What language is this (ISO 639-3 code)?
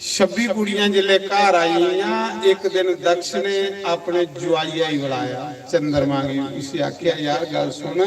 doi